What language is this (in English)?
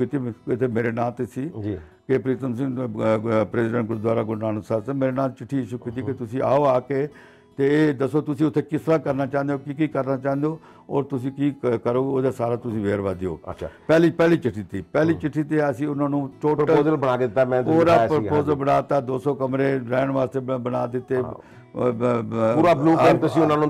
Punjabi